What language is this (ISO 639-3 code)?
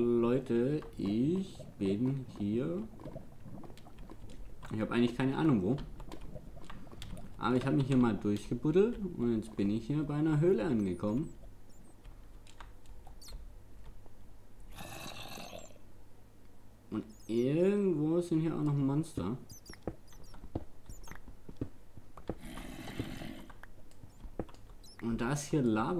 deu